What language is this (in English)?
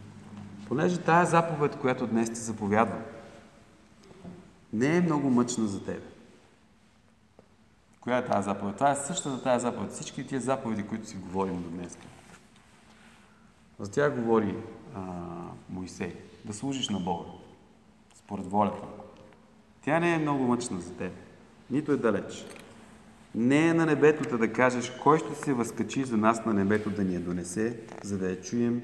Bulgarian